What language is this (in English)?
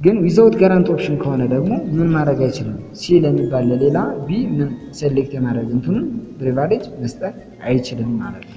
Amharic